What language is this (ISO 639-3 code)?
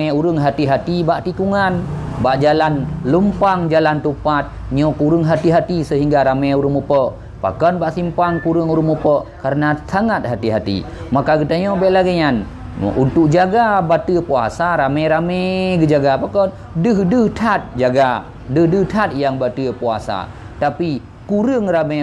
ace